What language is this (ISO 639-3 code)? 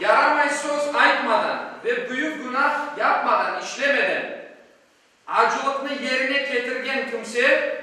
crh